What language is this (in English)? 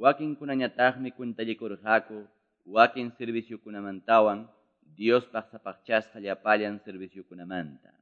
Quechua